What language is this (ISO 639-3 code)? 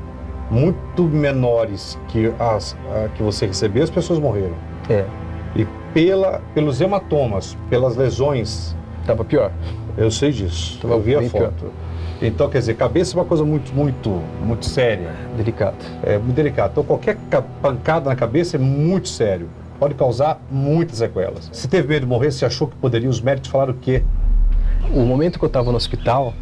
por